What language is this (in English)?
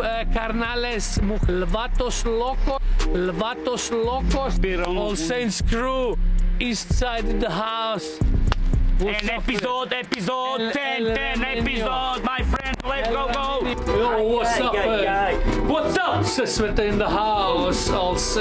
Croatian